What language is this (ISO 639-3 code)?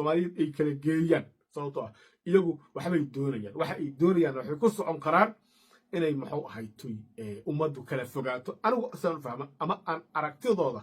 som